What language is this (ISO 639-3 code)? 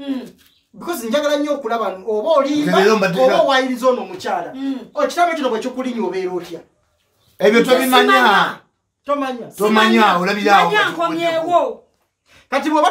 lug